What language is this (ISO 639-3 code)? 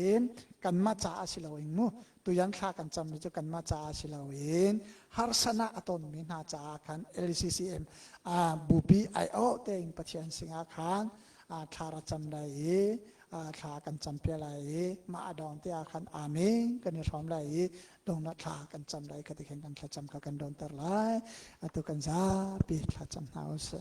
cnh